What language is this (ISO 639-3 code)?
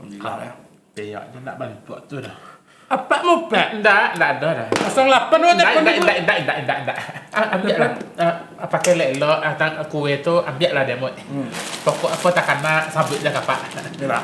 min